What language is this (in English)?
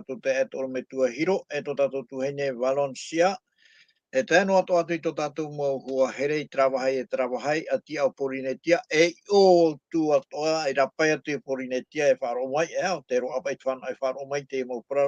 Tahitian